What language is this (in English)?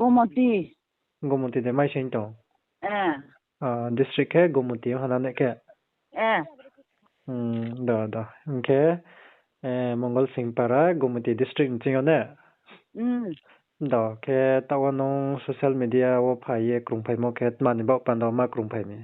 Riang (India)